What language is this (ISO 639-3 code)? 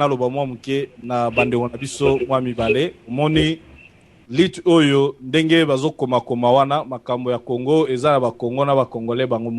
lin